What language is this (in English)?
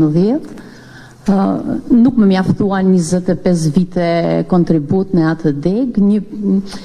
Albanian